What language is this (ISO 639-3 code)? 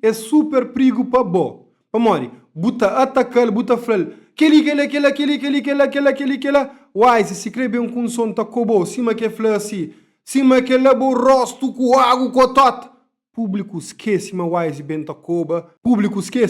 kea